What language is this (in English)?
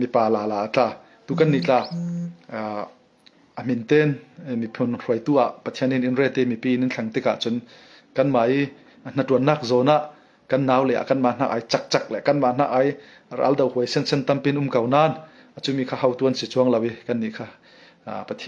Falam Chin